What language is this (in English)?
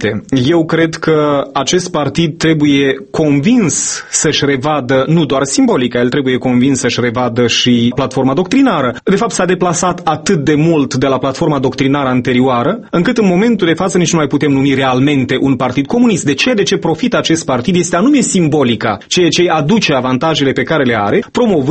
Romanian